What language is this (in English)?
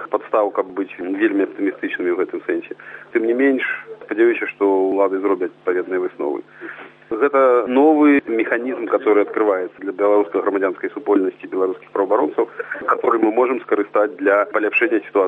Belarusian